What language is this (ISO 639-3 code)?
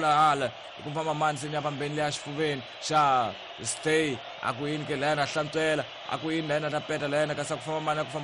tso